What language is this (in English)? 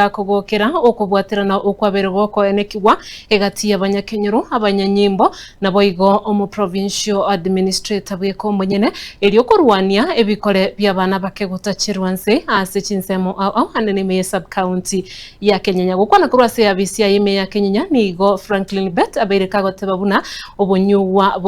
Gusii